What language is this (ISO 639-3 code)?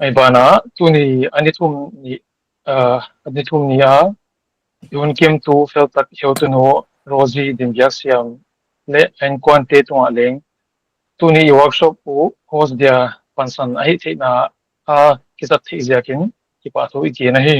pck